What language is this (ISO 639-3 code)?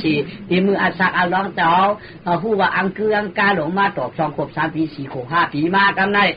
shn